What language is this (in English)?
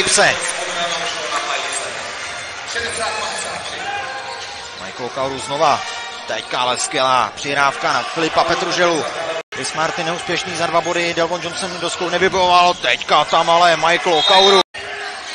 Czech